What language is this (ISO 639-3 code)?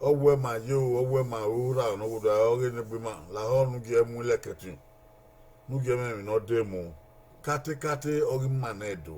bin